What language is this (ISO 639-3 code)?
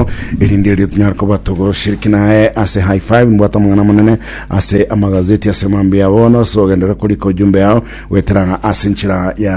guz